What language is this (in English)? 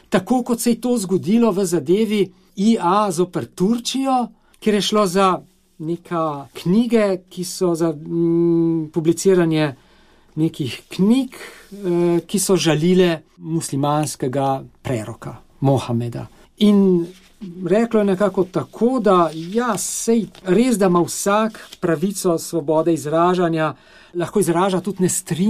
Slovenian